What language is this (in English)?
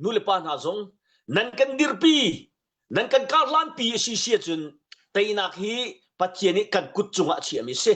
Hakha Chin